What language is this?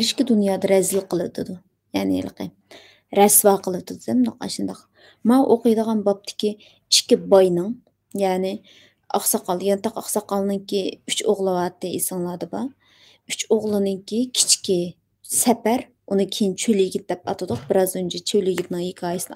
Uyghur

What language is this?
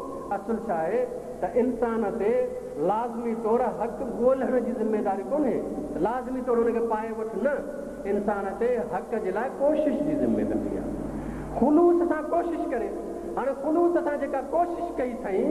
Sindhi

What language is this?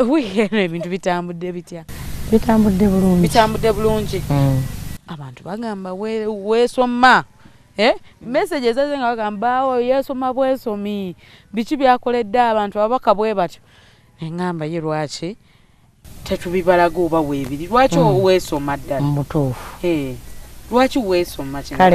Ganda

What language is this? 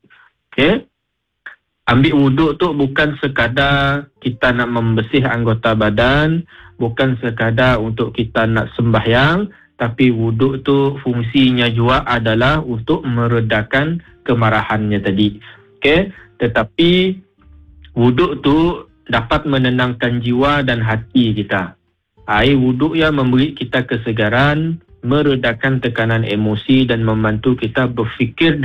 Malay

